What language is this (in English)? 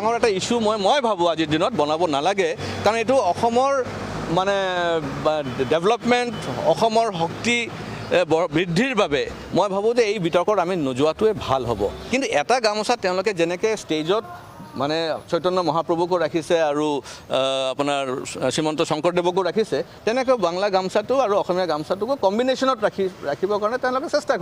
Assamese